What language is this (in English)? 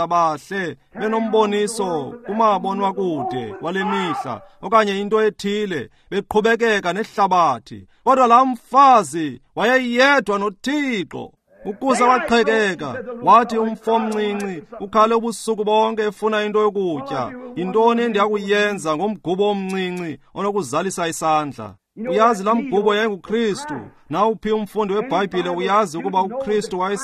Xhosa